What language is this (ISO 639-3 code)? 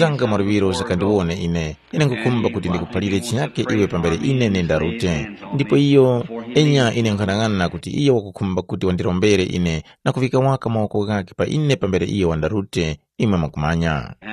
tum